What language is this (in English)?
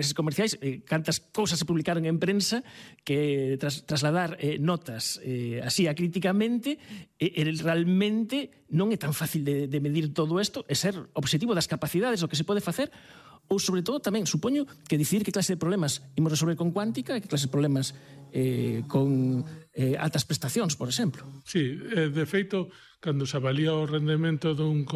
Galician